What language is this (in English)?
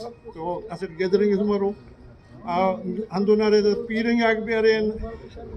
Brahui